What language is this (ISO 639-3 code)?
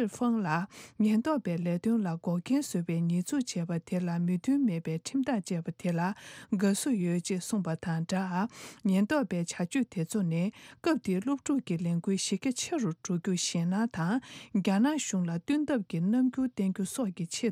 bod